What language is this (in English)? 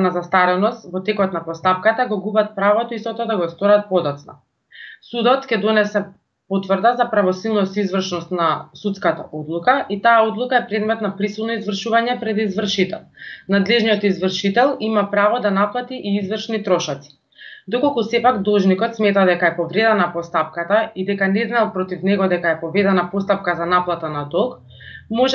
Macedonian